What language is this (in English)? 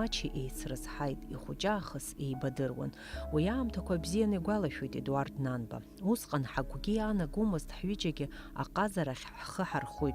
Abkhazian